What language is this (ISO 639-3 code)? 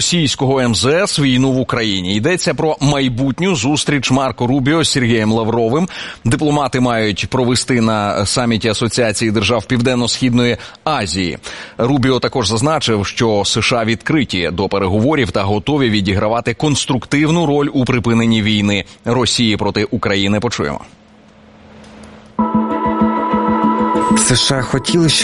ukr